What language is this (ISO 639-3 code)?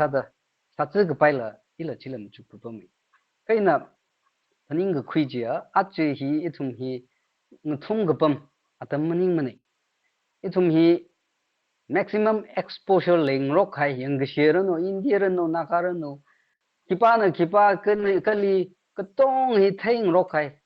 nmf